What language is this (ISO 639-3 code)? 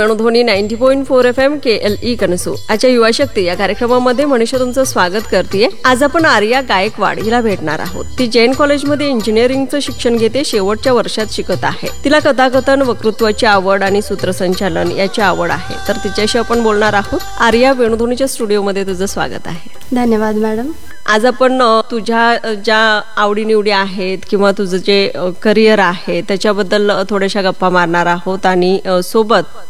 mar